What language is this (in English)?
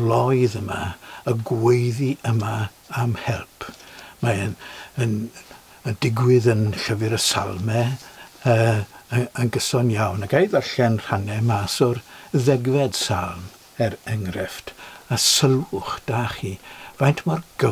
Welsh